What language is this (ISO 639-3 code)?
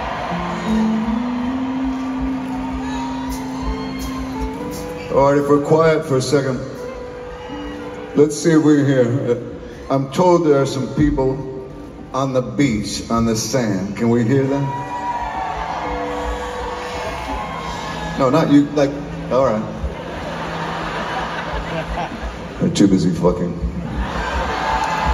eng